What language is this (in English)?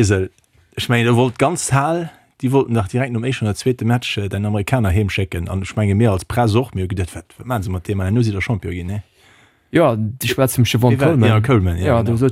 Luxembourgish